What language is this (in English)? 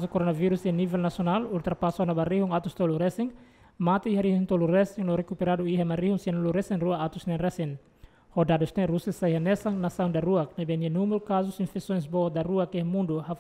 Tetum